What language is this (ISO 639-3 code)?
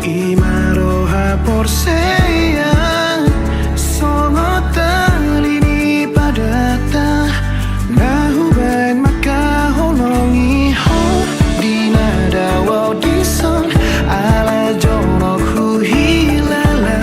bbc